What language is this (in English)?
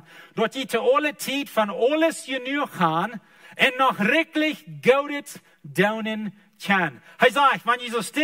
Plautdietsch